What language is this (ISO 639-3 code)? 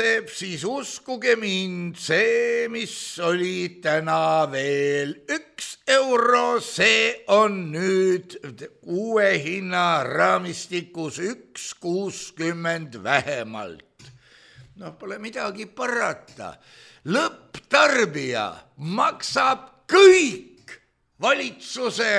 est